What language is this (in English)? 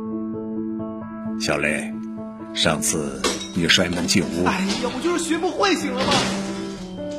Chinese